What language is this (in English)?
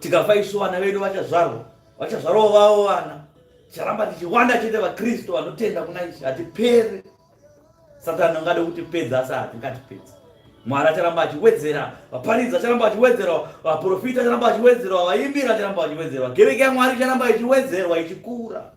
Shona